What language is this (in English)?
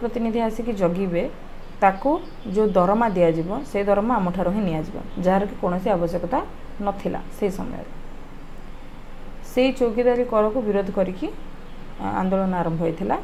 Odia